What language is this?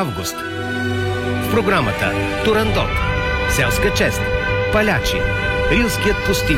Bulgarian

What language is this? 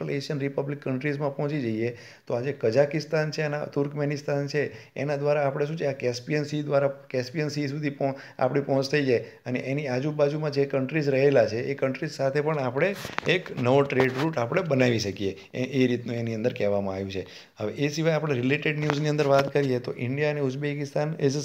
Gujarati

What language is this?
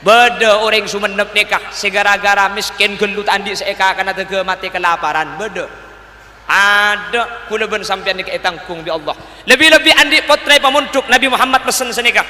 Madurese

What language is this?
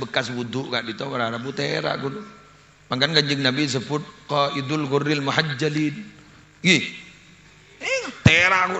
Madurese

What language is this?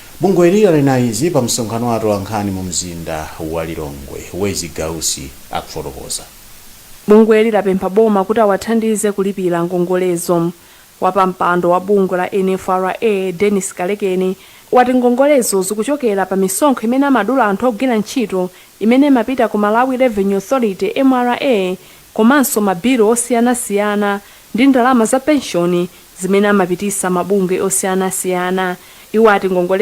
Nyanja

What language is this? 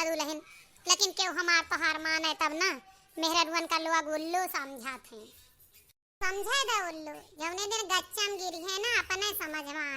Awadhi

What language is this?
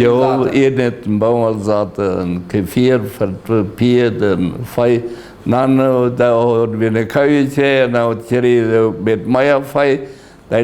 Plautdietsch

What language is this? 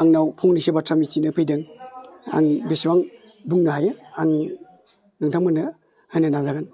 Bodo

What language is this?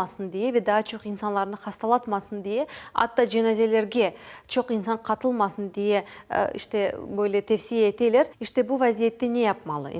Crimean Tatar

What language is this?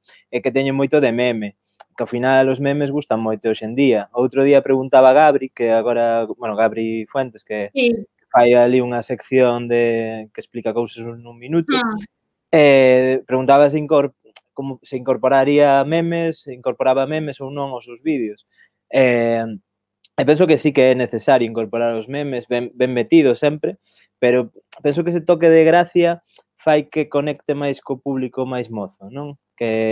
Galician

